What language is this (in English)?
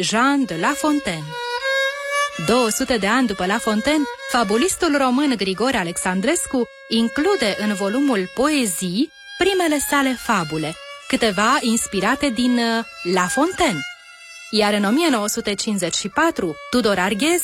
Romanian